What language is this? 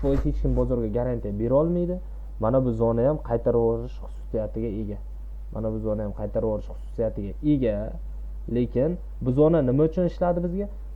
Uzbek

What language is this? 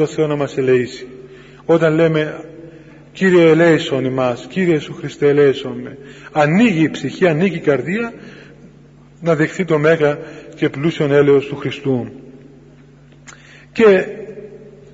Greek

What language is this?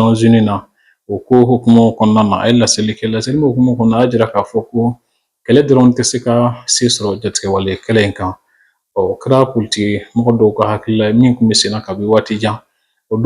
Bambara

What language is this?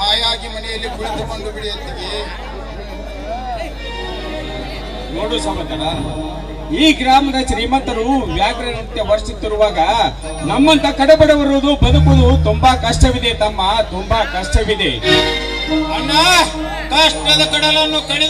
Kannada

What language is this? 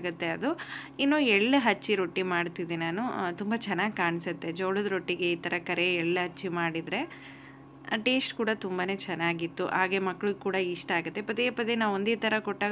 Kannada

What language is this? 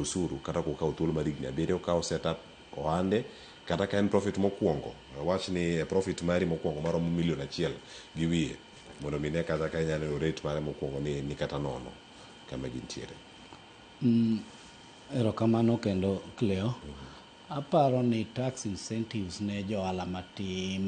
Luo (Kenya and Tanzania)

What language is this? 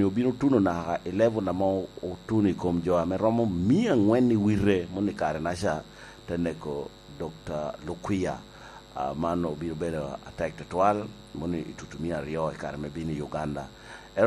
Lango (Uganda)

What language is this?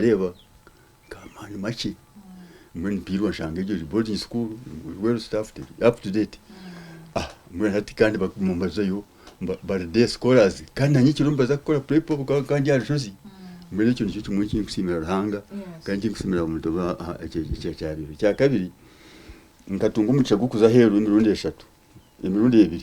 Nyankole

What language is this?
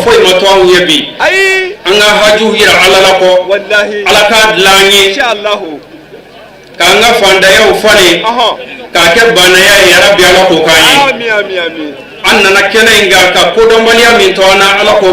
Bambara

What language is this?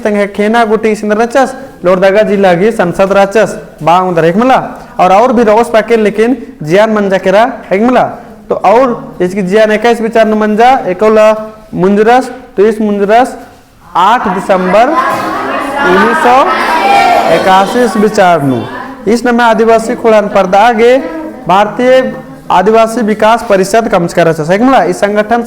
Kurukh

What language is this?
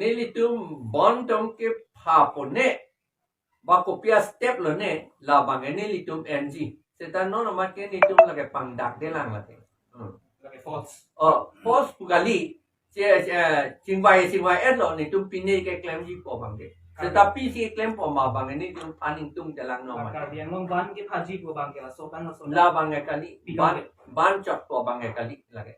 Karbi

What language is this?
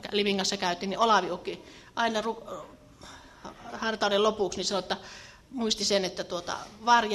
Finnish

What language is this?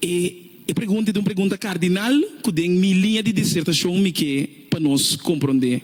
Papiamento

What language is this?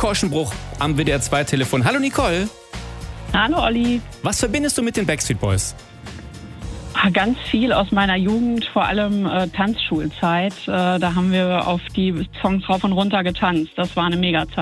German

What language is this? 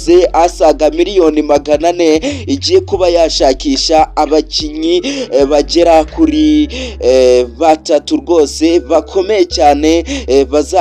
Kinyarwanda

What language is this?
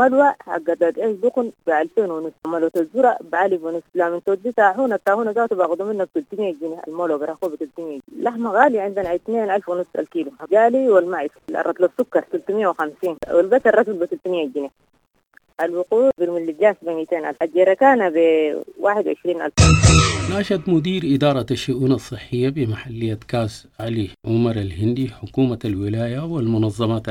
Sudanese Arabic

